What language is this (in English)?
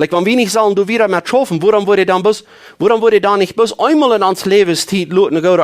Plautdietsch